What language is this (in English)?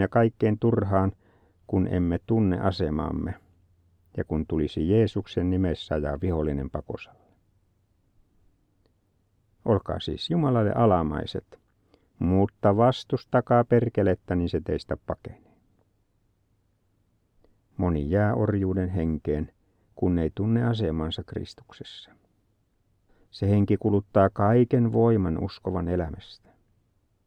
Finnish